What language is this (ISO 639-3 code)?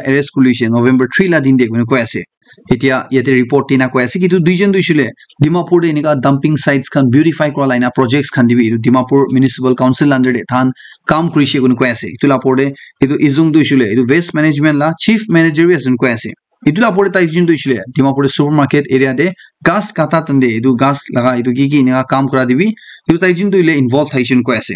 nag